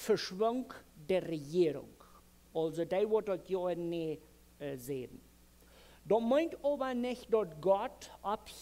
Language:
Plautdietsch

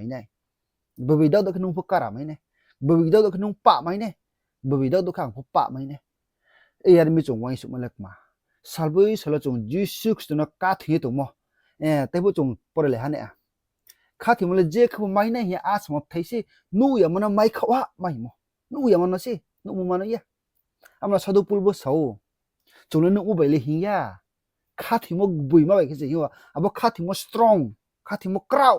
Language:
Riang (India)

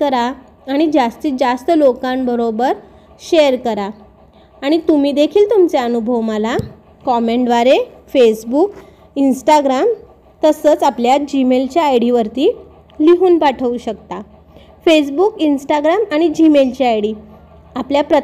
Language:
Marathi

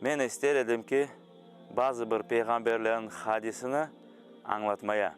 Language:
Crimean Tatar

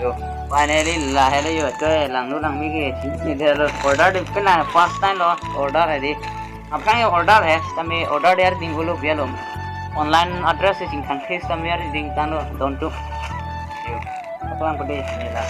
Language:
Karbi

